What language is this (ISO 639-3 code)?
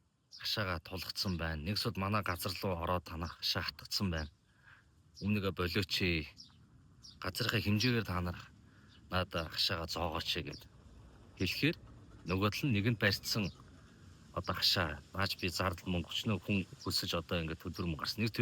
mon